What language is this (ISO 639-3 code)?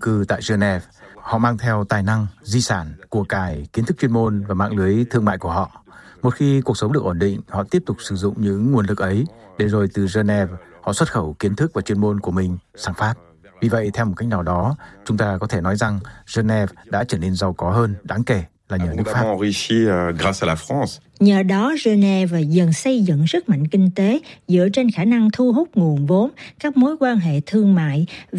vie